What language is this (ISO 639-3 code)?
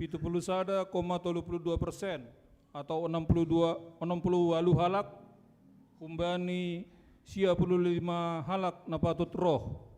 bts